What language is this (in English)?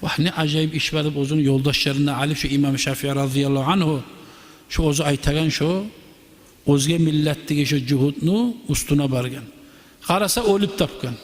Kumyk